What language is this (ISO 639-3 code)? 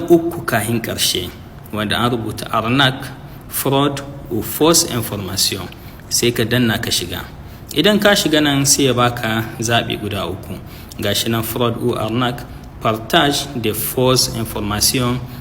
hau